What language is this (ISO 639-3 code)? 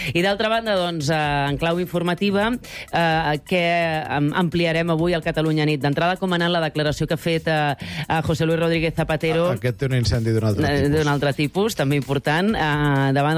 cat